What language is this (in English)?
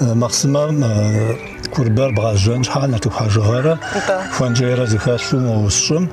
Kabardian